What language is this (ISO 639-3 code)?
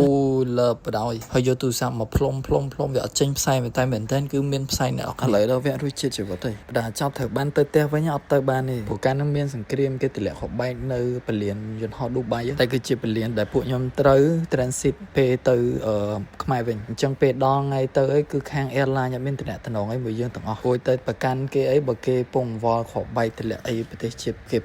khm